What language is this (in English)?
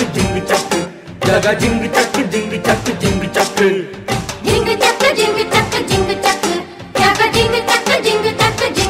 Telugu